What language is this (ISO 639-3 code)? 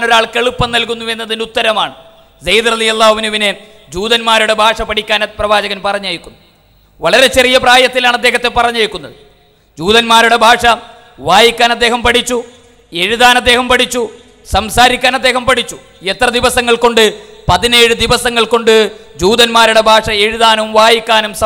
mal